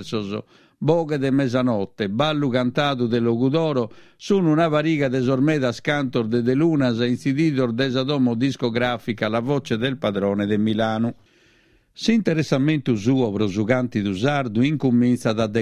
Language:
Sardinian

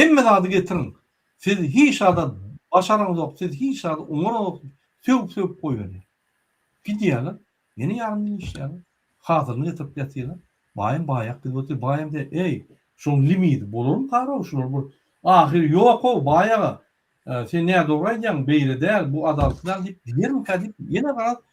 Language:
Turkmen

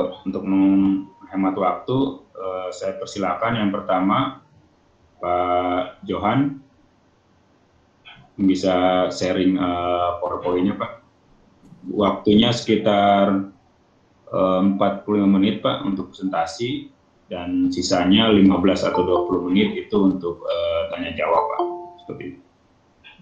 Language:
Indonesian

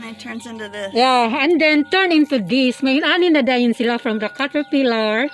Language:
Cebuano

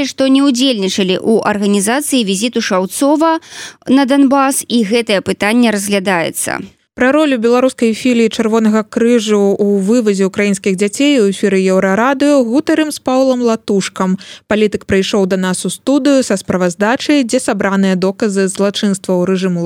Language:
Belarusian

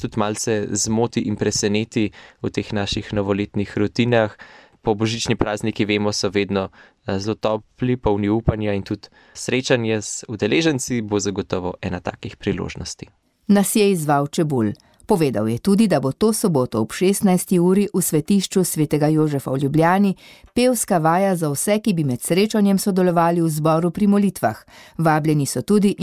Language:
Slovenian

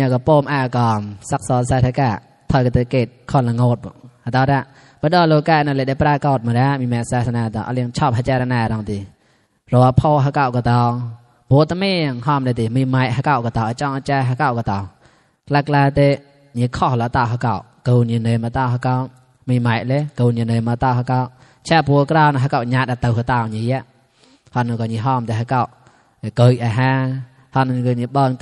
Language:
Mon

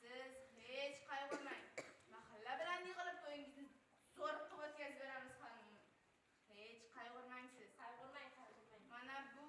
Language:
Uzbek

